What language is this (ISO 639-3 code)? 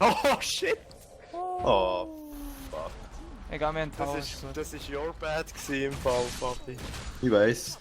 gsw